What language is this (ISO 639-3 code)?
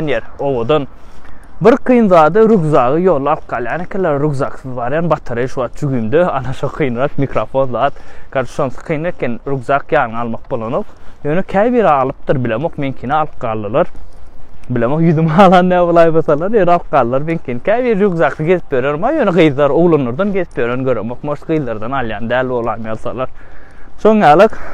tuk